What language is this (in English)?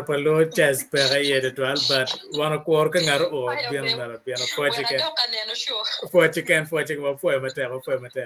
Acoli